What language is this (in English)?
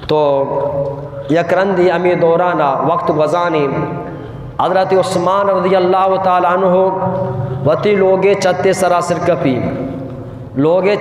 Eastern Balochi